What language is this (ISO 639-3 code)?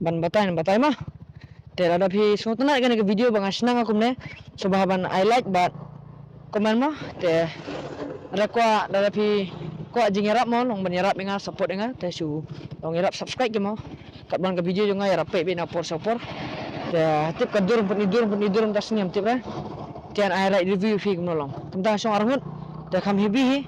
kha